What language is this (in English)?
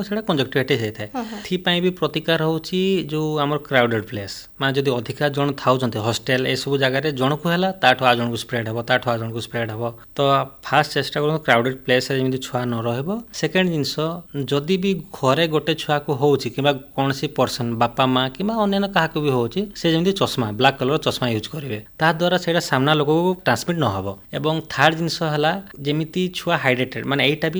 Odia